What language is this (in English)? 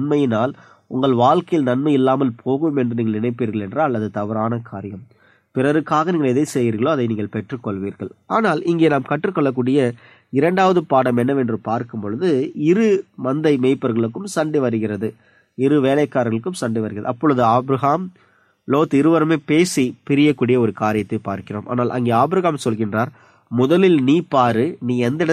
Tamil